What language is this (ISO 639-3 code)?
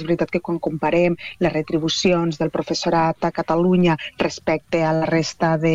cat